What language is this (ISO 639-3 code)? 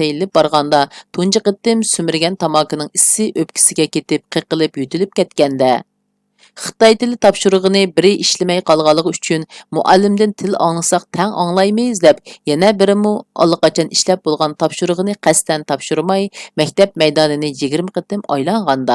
uig